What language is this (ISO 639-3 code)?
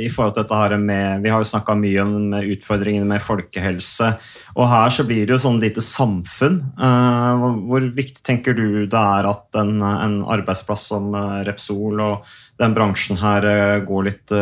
nor